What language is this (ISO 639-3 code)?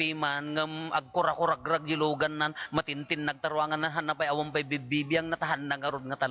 ilo